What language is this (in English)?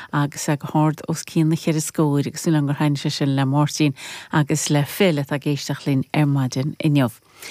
Irish